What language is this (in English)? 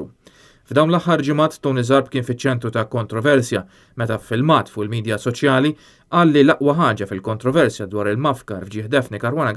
Maltese